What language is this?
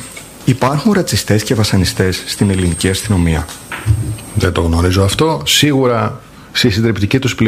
Greek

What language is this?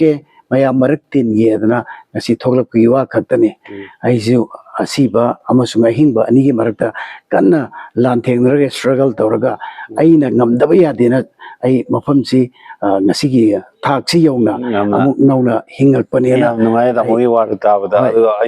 Manipuri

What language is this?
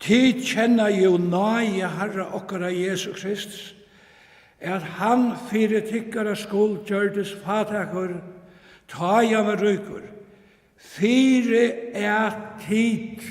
Faroese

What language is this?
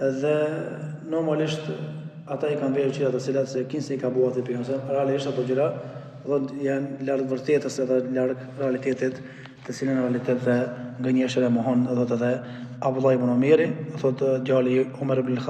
Albanian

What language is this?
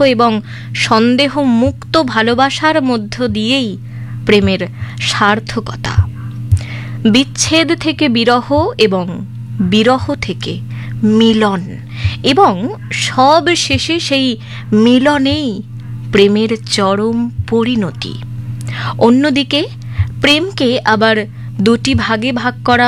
Bangla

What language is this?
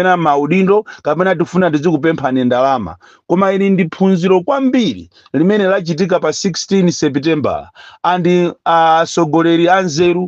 Nyanja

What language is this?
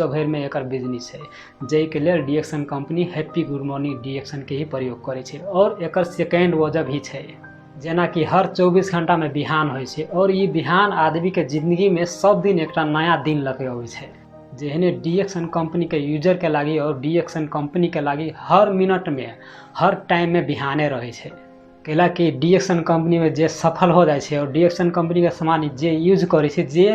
Maithili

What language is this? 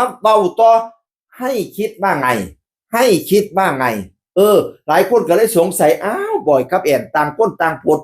Northeastern Thai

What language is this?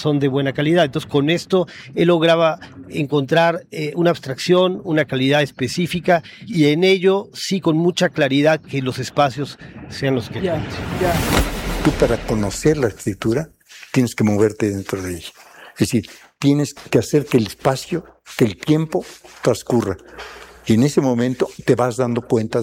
Spanish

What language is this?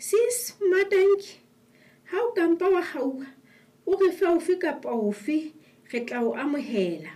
Southern Sotho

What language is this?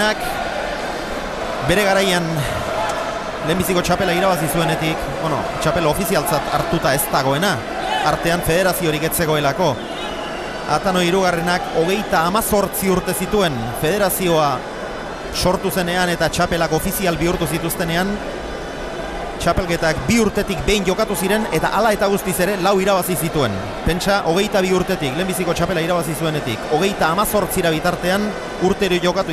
Basque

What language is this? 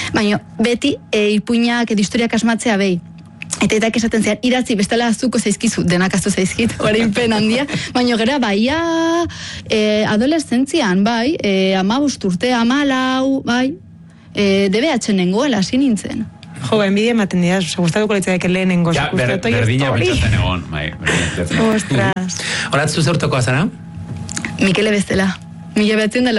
Basque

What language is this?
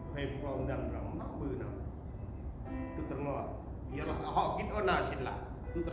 Central Mnong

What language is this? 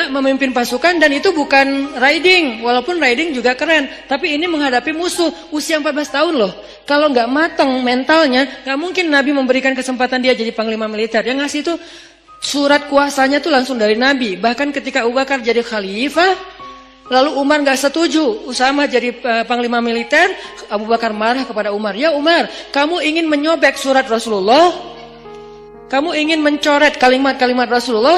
Indonesian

